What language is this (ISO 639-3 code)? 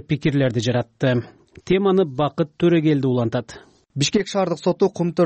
kir